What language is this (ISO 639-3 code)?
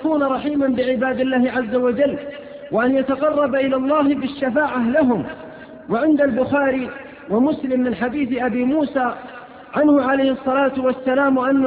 ara